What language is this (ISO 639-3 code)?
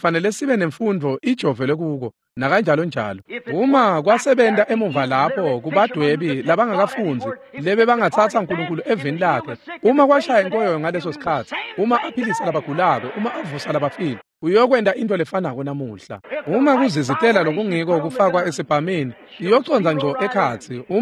ssw